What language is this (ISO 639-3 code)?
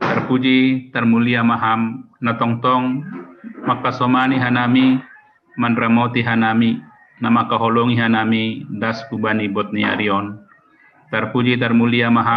bts